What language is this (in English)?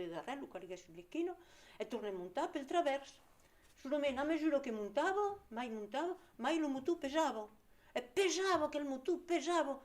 Occitan